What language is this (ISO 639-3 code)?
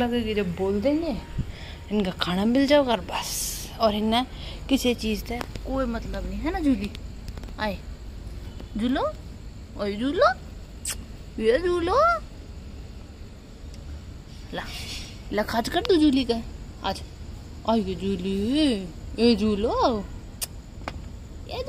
hin